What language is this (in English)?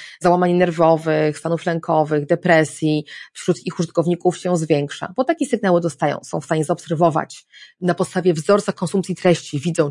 Polish